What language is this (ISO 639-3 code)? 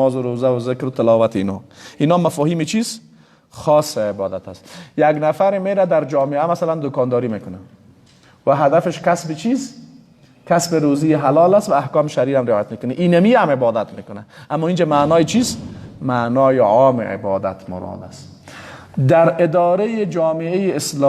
fas